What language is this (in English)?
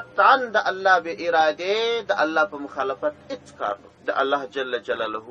Pashto